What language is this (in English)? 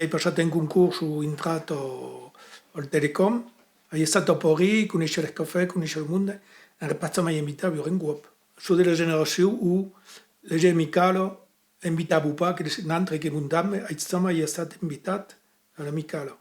Occitan